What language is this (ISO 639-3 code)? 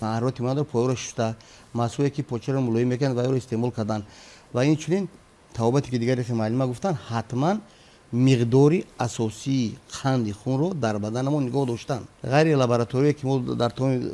tgk